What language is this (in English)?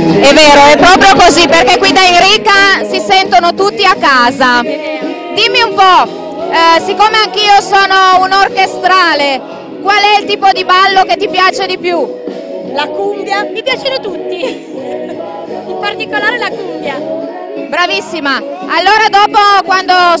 Italian